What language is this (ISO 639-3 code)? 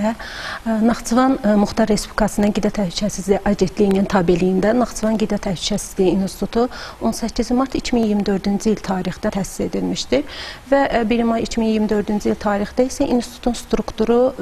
aze